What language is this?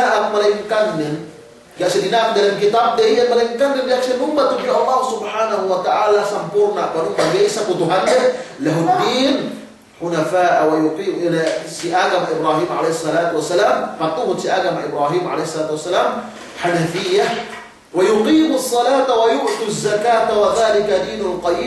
Yakan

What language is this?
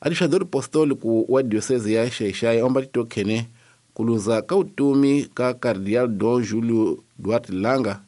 Tsonga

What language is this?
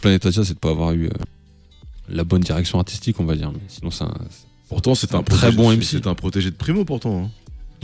French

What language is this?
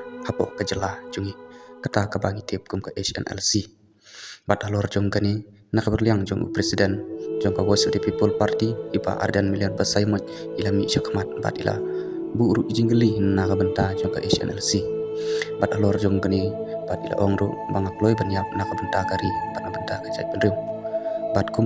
Khasi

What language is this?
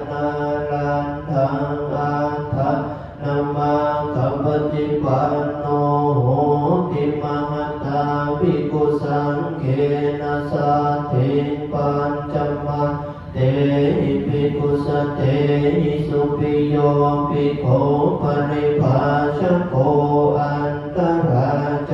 Pali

